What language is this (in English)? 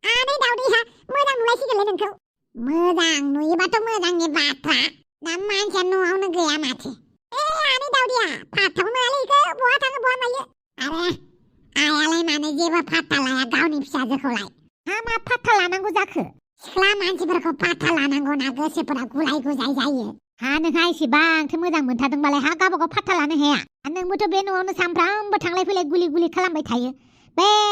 Bodo